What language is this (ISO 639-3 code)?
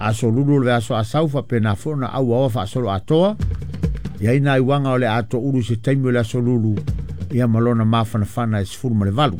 smo